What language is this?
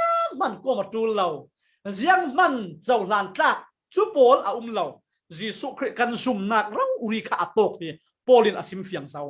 Falam Chin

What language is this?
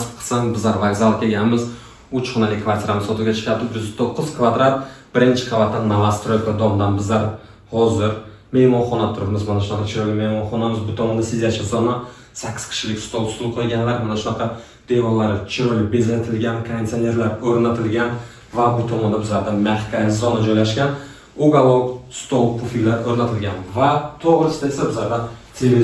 Uzbek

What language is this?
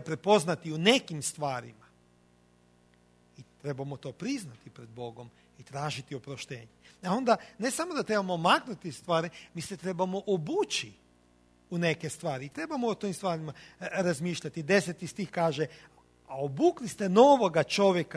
Croatian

